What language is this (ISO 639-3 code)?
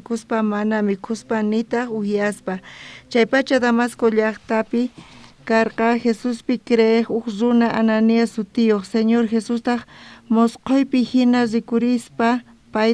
quh